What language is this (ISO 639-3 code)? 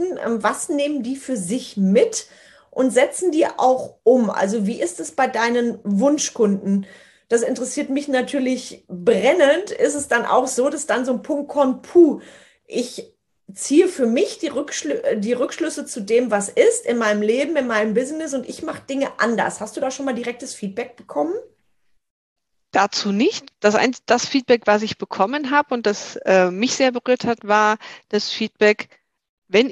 deu